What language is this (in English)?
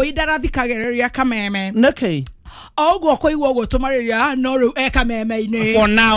Kikuyu